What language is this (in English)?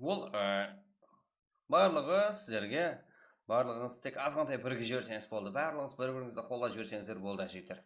Kara-Kalpak